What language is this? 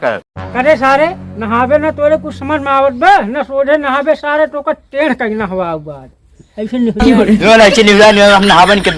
Awadhi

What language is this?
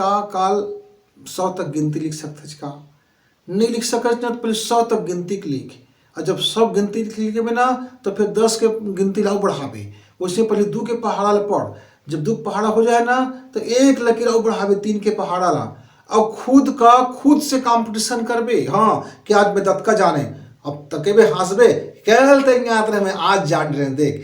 Chhattisgarhi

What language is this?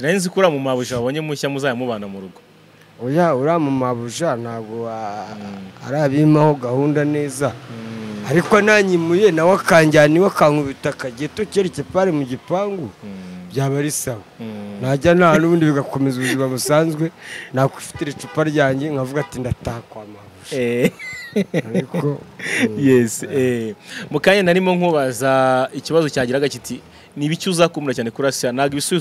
Kinyarwanda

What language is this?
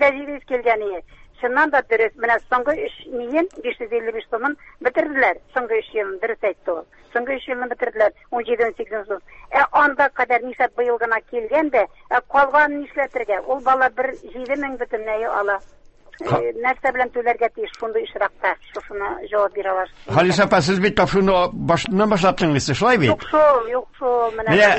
Tatar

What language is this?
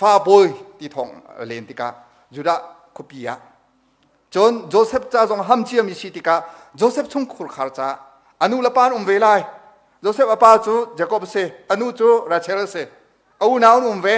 Hakha Chin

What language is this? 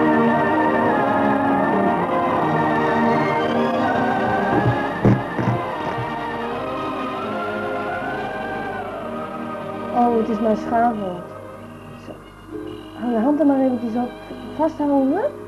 Dutch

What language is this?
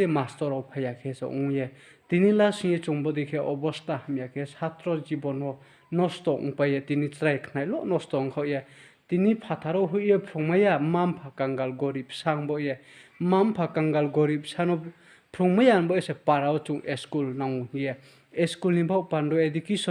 Riang (India)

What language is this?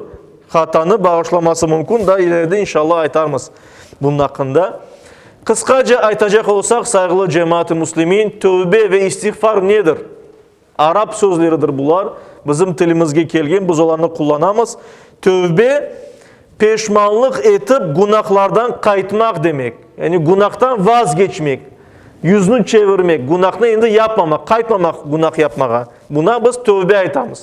Crimean Tatar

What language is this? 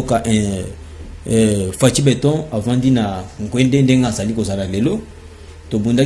Lingala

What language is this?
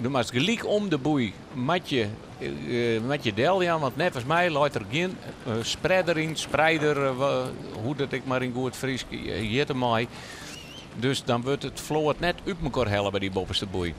Western Frisian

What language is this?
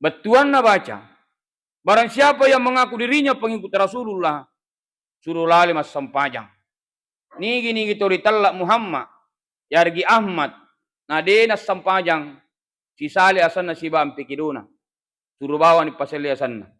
Buginese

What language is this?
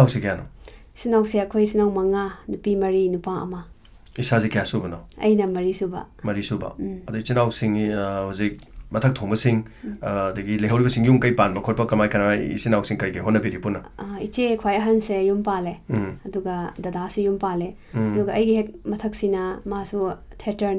Manipuri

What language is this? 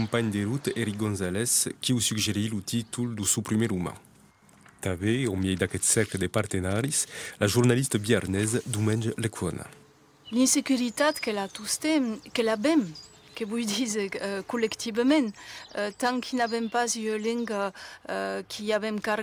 Occitan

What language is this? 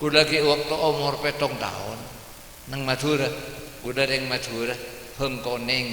Madurese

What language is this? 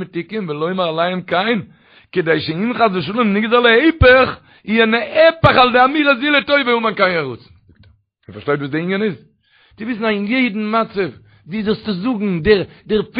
Yiddish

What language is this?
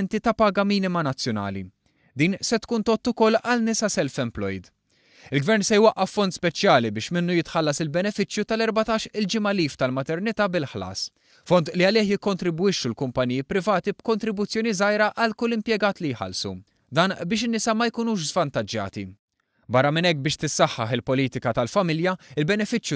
Maltese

